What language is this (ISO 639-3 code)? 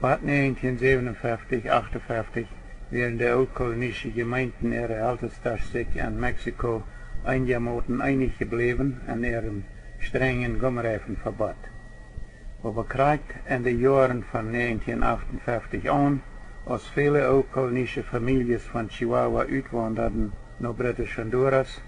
pdt